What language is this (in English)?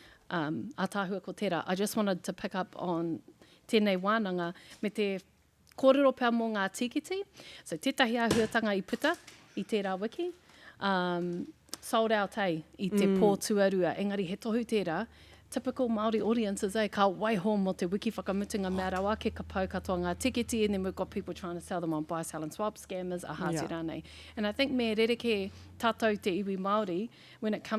Māori